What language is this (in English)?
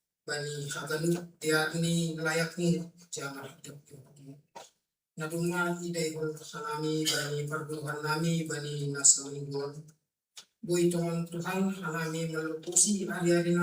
Batak Simalungun